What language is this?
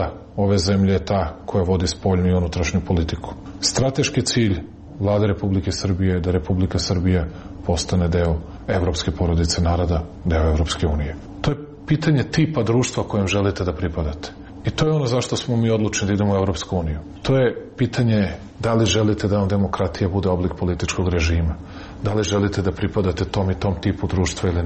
Serbian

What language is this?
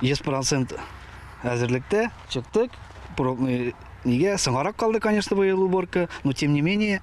Tatar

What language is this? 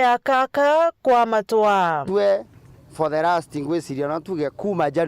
Meru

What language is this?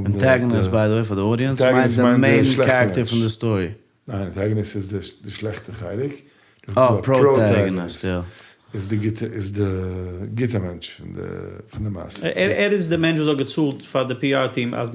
Yiddish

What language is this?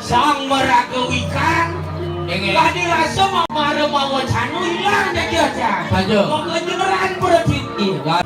Balinese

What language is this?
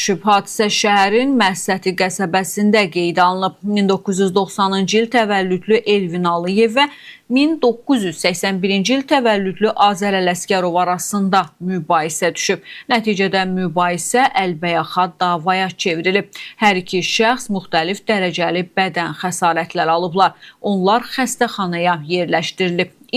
Azerbaijani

